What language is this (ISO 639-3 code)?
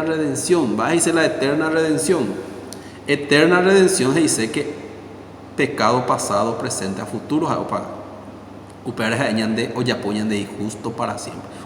grn